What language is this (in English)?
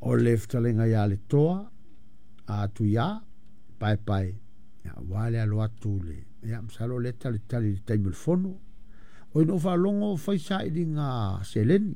Samoan